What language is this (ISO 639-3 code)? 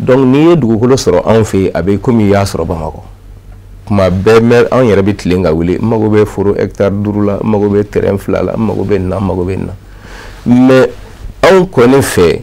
bam